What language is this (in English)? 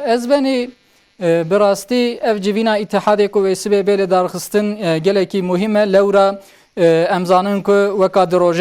Kurdish